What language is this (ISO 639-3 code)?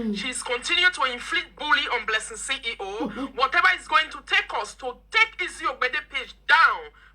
pcm